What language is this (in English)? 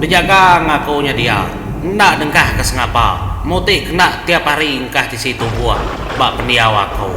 Iban